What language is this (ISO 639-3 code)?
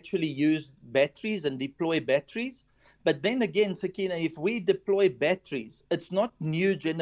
eng